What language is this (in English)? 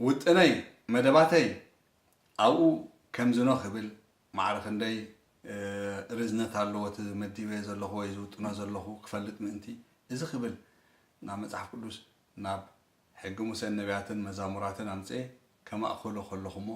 Tigrinya